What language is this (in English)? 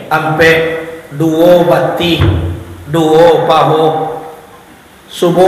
Minangkabau